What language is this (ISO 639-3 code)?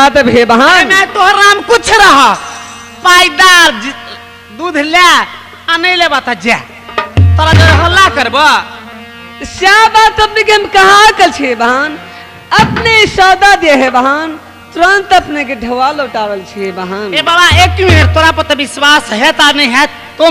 mai